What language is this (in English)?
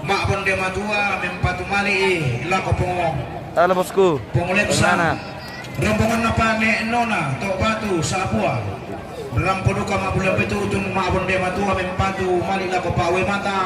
Toraja-Sa'dan